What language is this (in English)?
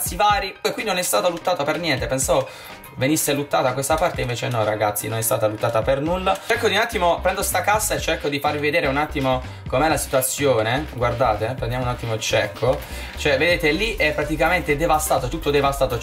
Italian